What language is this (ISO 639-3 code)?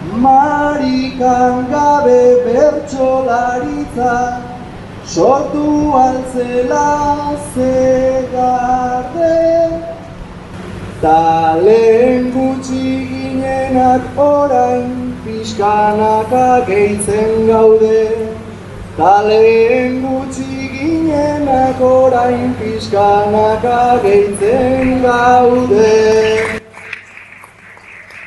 eus